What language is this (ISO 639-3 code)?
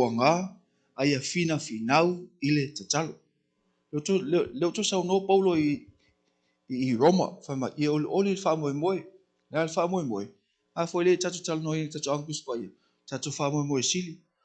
smo